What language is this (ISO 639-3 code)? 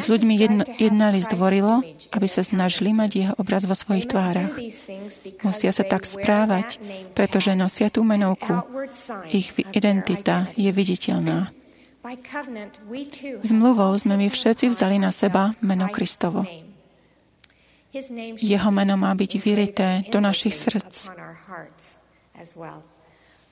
slk